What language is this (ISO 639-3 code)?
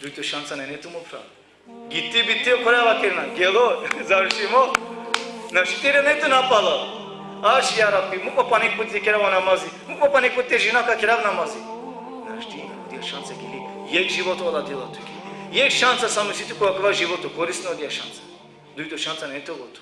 rmn